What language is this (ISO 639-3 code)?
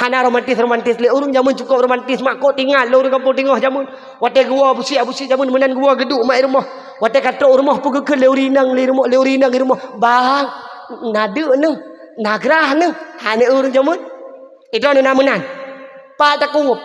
ace